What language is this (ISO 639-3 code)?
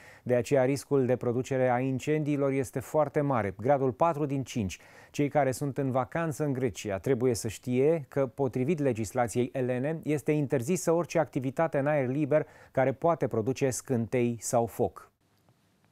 ron